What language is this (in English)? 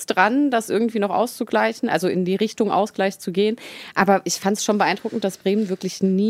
German